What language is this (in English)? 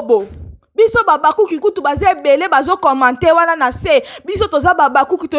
Lingala